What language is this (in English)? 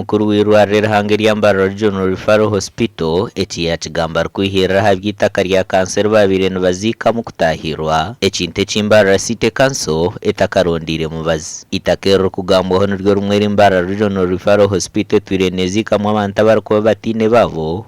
Nyankole